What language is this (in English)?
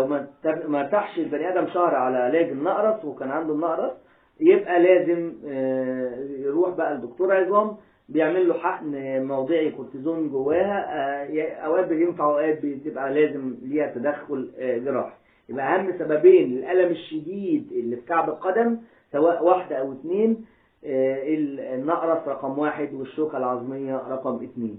Egyptian Arabic